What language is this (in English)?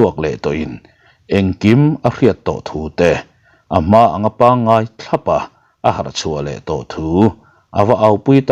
Mizo